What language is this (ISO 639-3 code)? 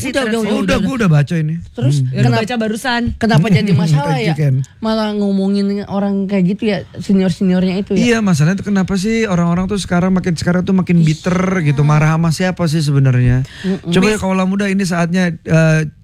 ind